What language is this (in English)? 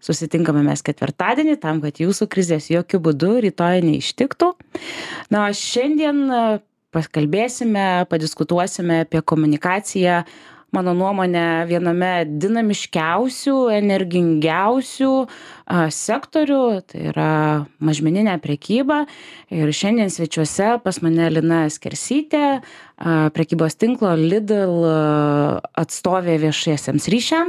Lithuanian